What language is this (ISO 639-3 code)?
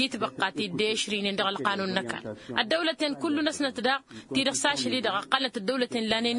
taq